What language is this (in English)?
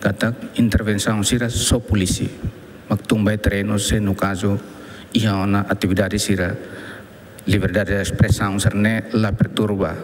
Tetum